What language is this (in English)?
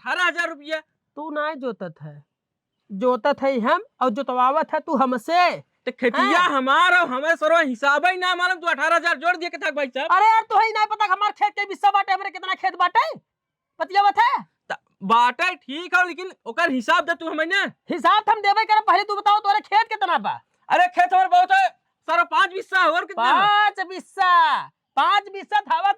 Awadhi